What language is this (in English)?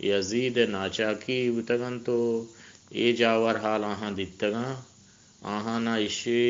Eastern Balochi